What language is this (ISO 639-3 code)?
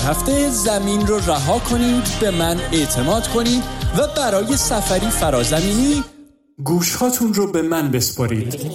fas